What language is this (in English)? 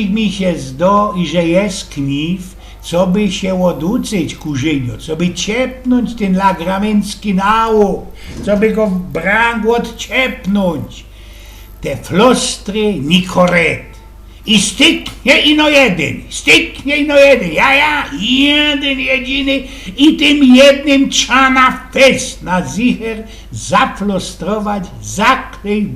Silesian